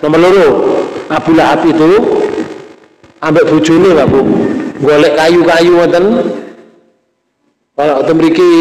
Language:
Indonesian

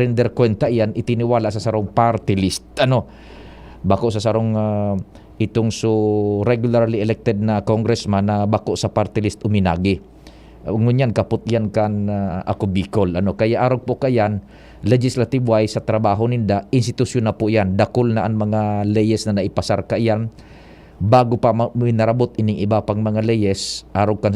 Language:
Bikol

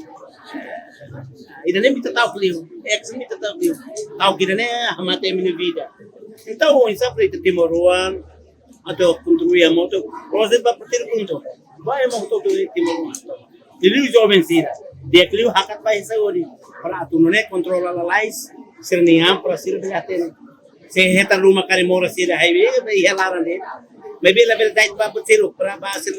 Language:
Tetum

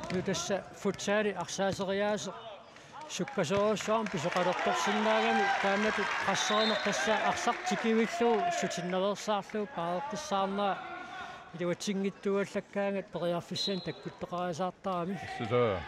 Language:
Kalaallisut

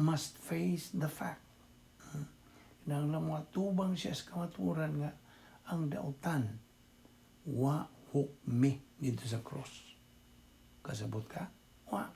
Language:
Cebuano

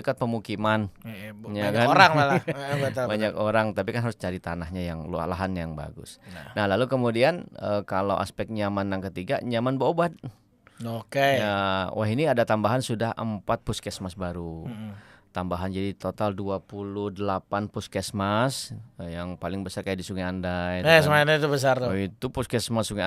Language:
Banjar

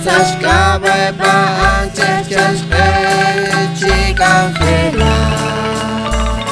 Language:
Kekchí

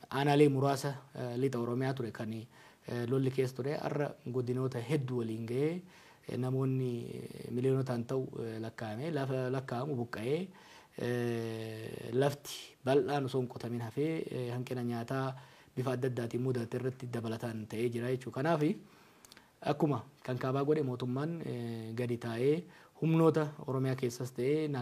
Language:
Oromo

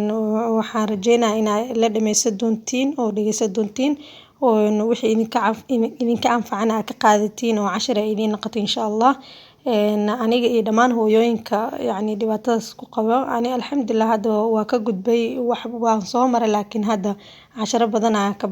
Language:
Somali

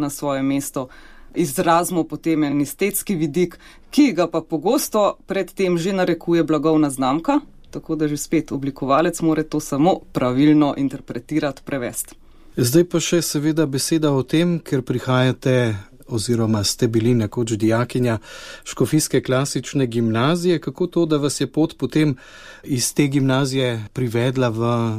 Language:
Slovenian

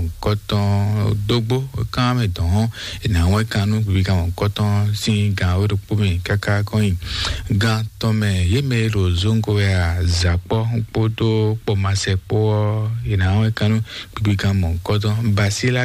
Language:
Fon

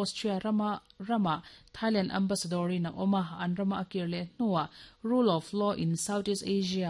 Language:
Mizo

